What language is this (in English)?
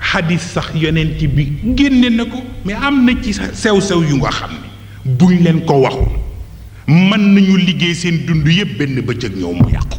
Wolof